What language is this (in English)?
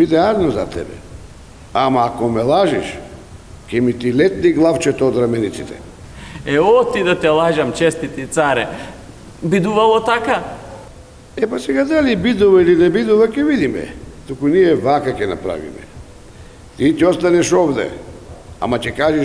Macedonian